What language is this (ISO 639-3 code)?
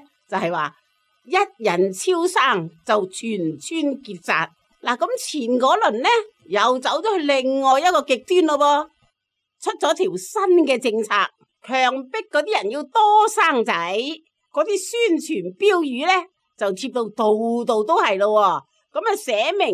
yue